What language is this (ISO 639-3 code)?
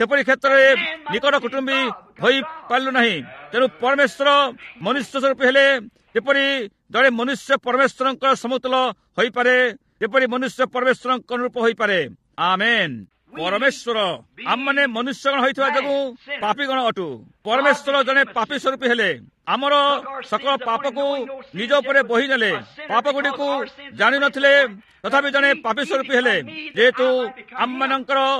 ori